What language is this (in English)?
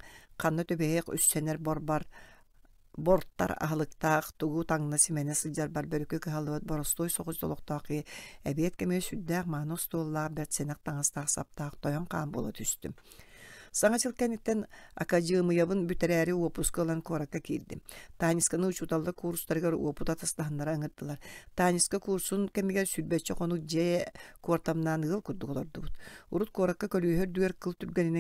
Yakut